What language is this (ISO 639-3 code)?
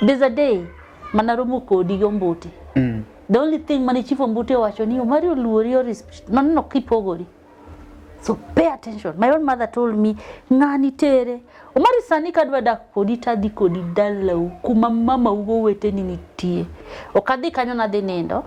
luo